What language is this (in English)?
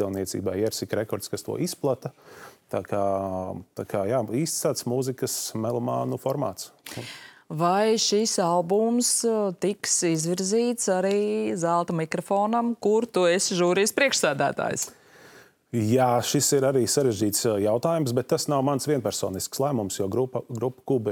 Latvian